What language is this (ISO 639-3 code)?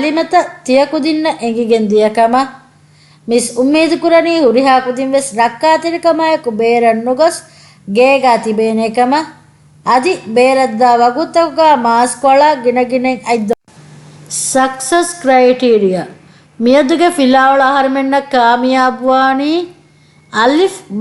div